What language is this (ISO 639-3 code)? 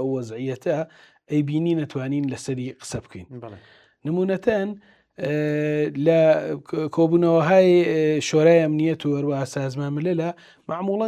ckb